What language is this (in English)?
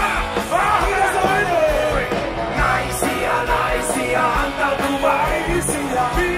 Finnish